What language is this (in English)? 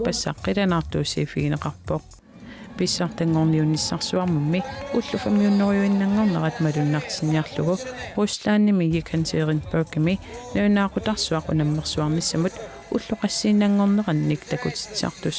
Kalaallisut